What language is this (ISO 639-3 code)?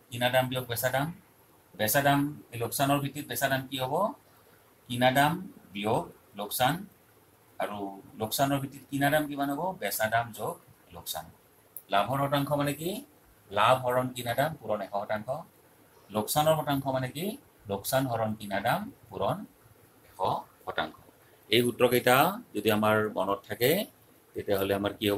asm